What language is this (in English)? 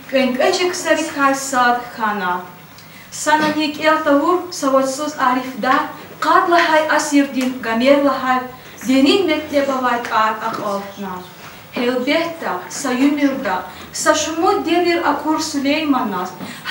Lezghian